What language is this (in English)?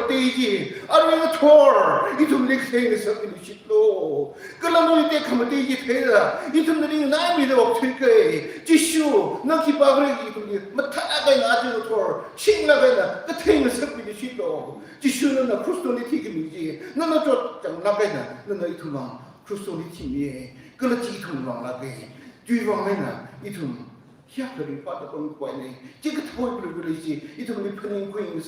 Tangkhul Naga (India)